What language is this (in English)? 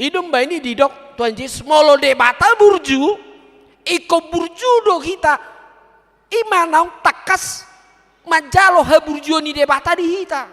Batak Toba